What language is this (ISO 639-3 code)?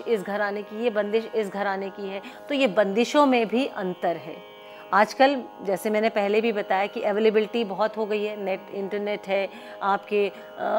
hin